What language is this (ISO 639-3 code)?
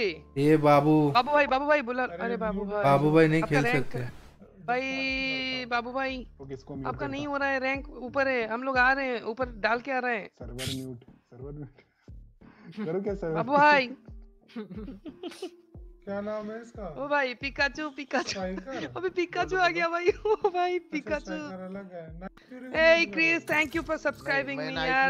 hin